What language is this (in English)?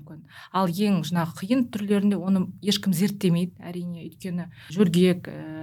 Kazakh